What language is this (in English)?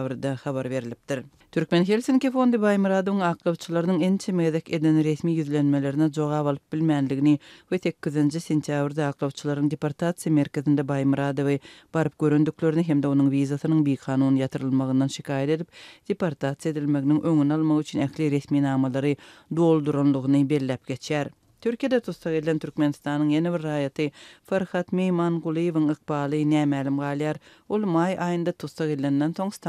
Turkmen